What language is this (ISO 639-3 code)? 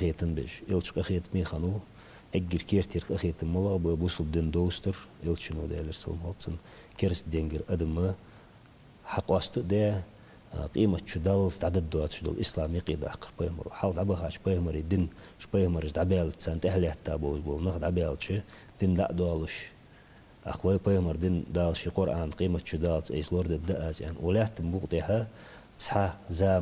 inh